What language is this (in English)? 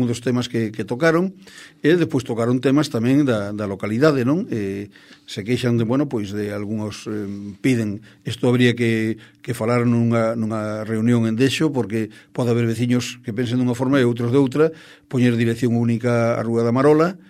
Galician